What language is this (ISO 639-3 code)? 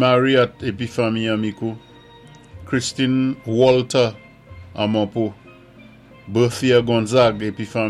acf